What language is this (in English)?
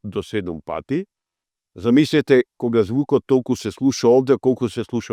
Macedonian